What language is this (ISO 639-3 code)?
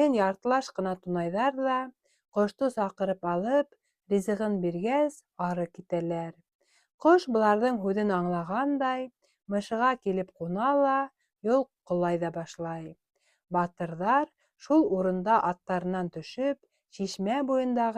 bak